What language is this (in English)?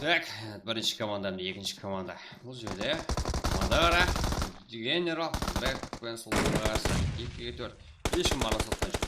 Kara-Kalpak